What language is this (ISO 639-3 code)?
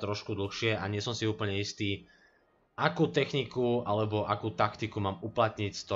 slk